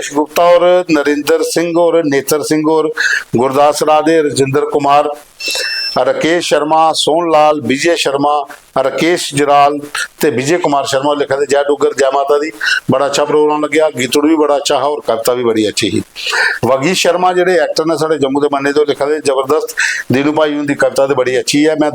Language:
Dogri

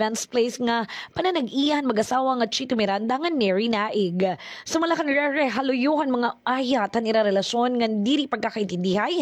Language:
Waray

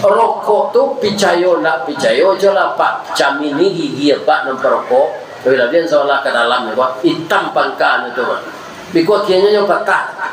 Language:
Minangkabau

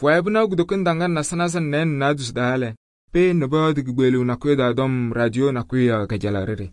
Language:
Kabiyè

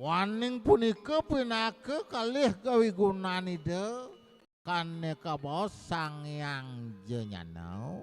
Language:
Balinese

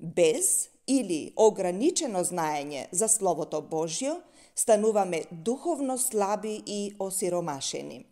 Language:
Macedonian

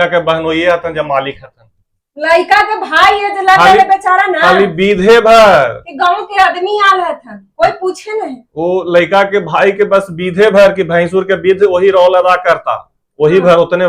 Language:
Magahi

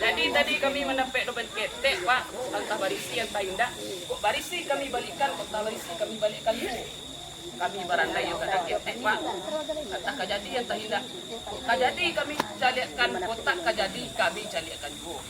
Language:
Minangkabau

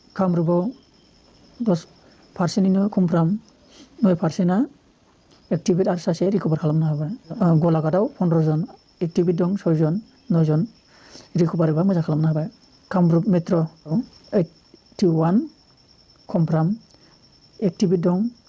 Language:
Bodo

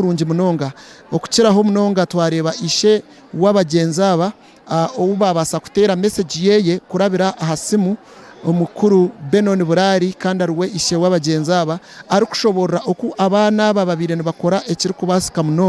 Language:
Nyankole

